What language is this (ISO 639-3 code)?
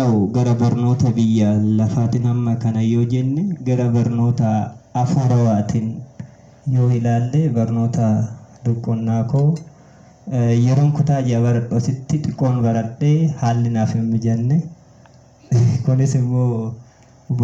orm